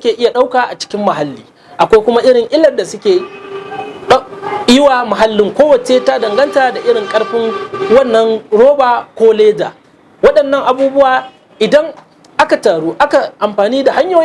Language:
Hausa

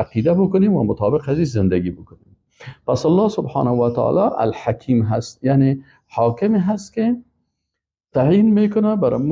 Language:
Persian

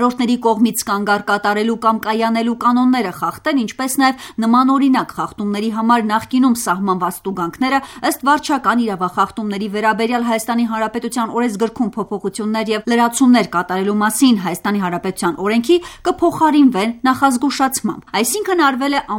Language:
Armenian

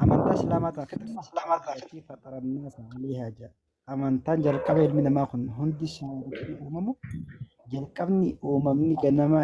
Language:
Oromo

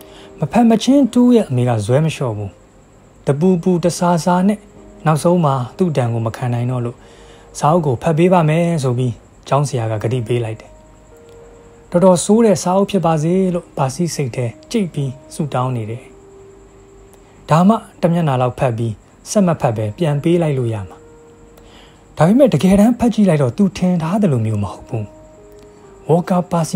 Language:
Burmese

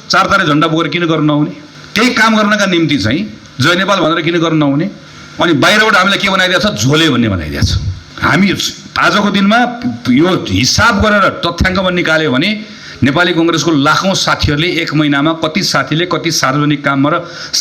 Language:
Nepali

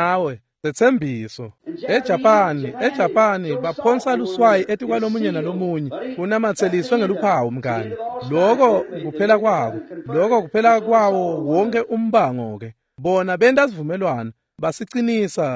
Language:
Swati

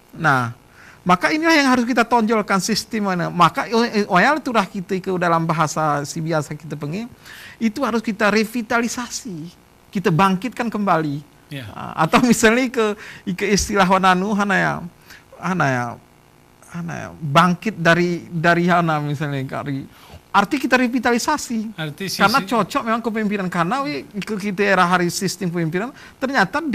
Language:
Gayo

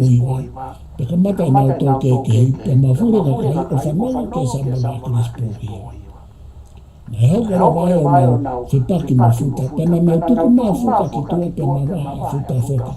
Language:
Tongan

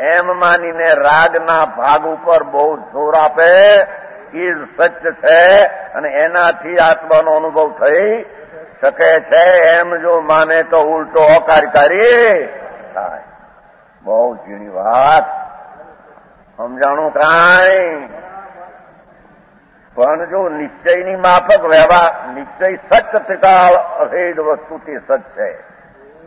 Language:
Gujarati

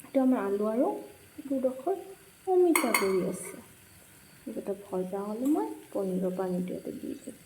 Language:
Assamese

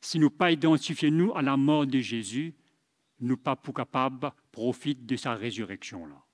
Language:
Morisyen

